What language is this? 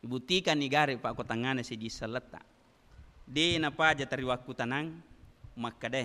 Buginese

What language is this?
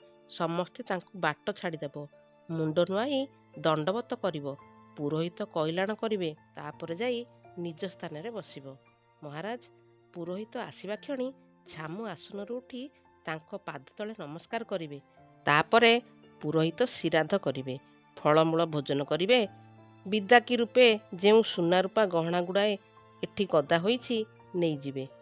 Odia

